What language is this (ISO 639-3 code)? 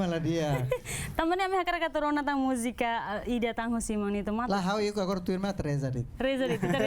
tet